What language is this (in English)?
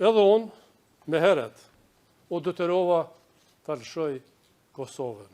Albanian